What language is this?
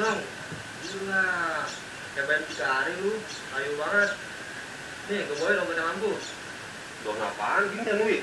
Betawi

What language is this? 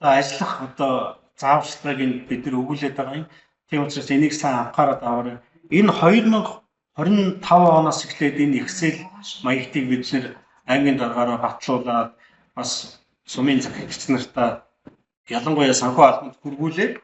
Mongolian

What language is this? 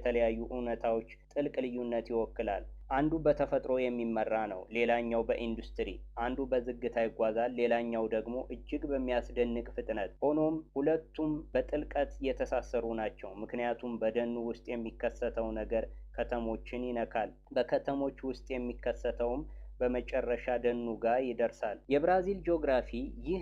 Amharic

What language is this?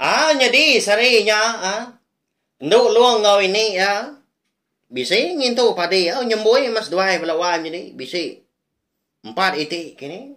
Iban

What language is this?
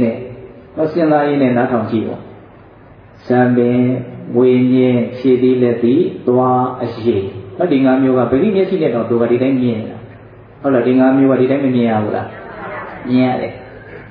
Burmese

